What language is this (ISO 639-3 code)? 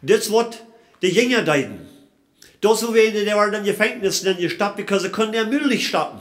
pdt